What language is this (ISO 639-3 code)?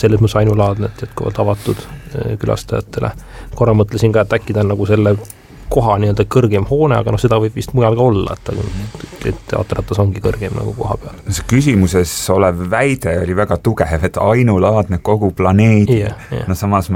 est